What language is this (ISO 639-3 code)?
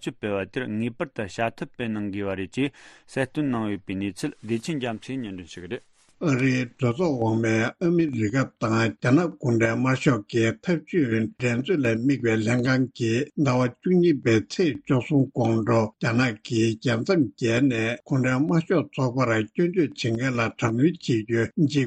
bod